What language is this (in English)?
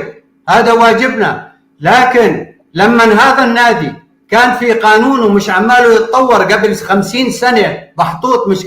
North Levantine Arabic